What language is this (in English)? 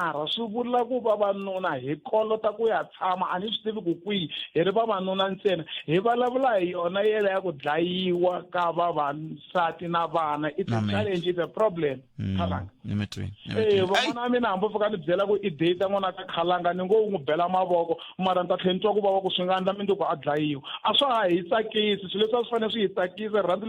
Tsonga